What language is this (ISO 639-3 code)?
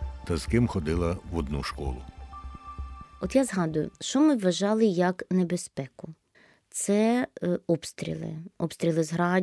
ukr